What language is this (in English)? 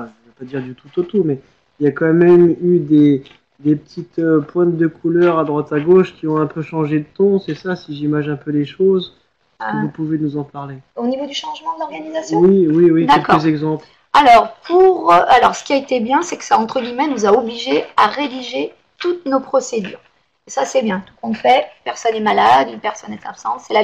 French